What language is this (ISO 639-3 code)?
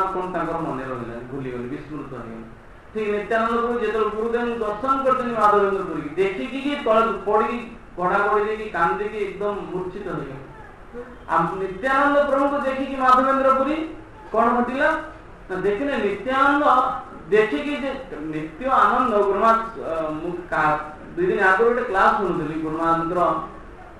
ori